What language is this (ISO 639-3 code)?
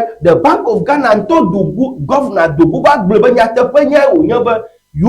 ewe